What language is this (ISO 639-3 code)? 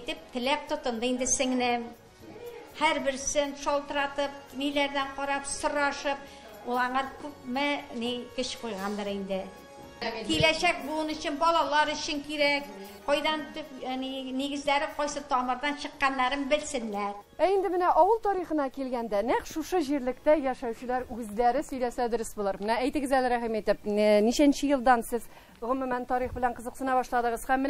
tat